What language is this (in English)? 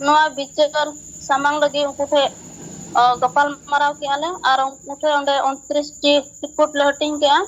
Santali